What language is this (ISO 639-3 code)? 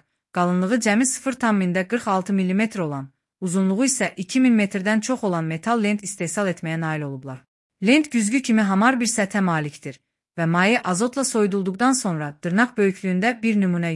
aze